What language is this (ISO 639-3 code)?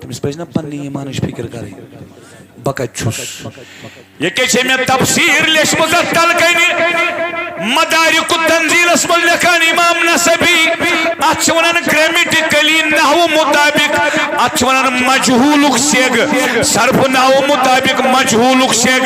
kas